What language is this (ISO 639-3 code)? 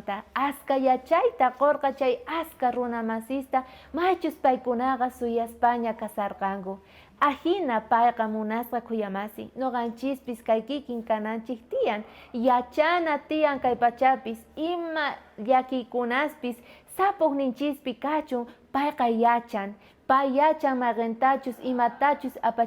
quh